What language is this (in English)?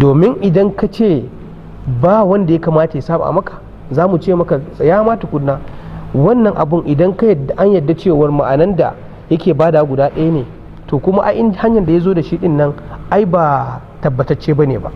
Hausa